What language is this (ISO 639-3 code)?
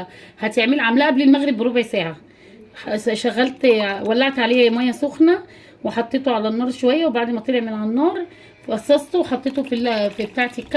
arz